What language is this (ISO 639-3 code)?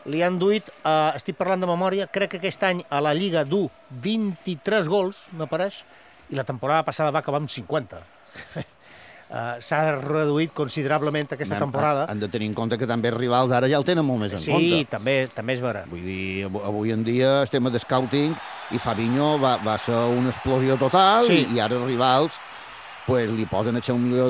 cat